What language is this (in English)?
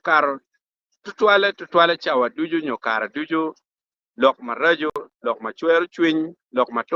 Acoli